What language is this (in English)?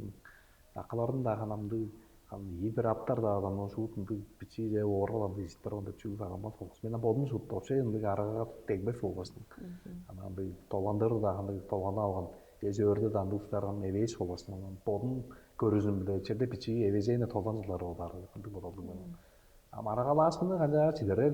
Tuvinian